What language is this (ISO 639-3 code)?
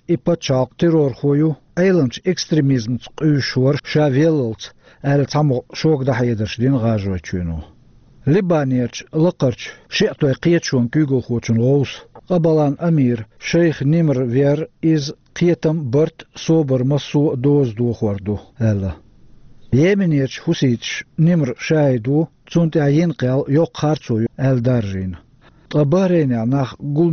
che